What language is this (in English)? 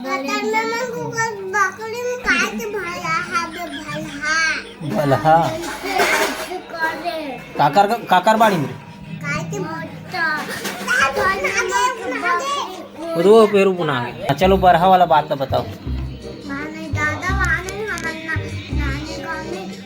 Chhattisgarhi